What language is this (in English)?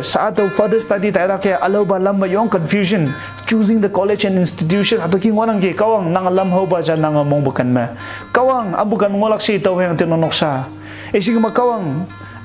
Konyak Naga